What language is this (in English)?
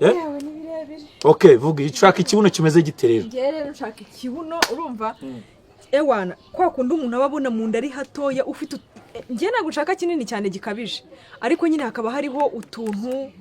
Kinyarwanda